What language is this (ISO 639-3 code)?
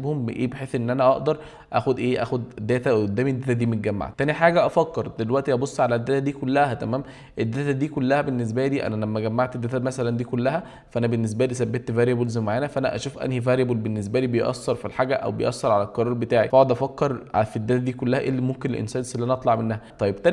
arz